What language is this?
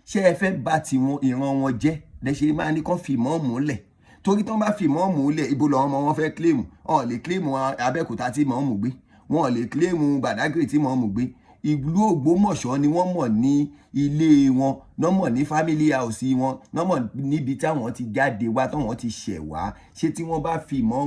Yoruba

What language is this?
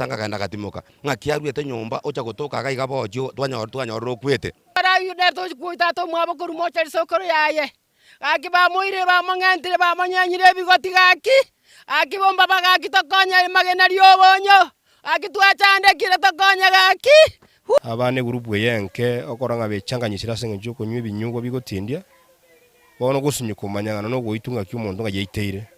Gusii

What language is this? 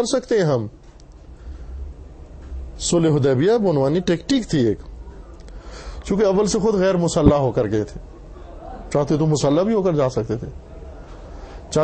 Urdu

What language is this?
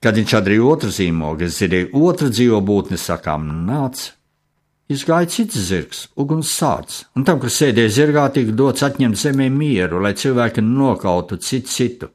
Latvian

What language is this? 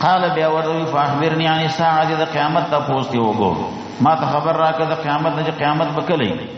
Pashto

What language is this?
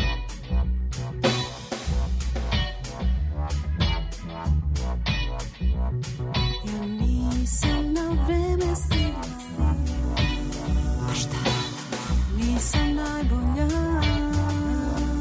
Serbian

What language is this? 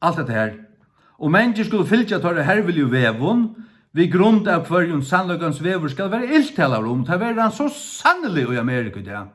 Faroese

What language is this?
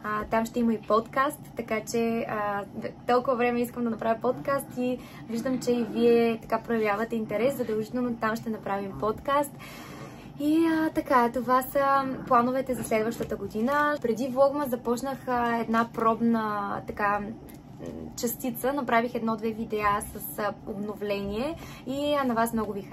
Bulgarian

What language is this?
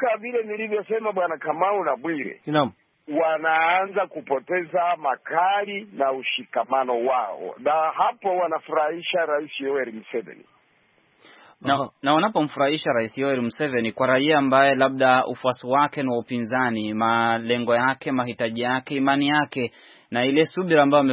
Swahili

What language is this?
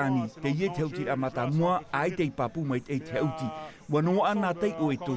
Tahitian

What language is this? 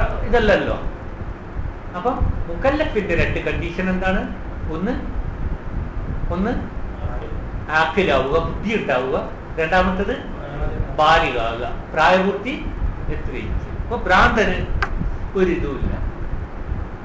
Malayalam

